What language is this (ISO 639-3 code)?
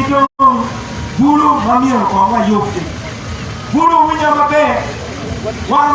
ach